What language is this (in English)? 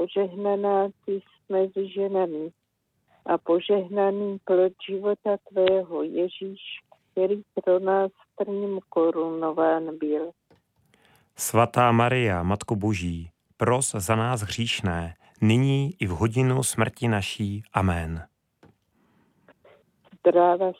Czech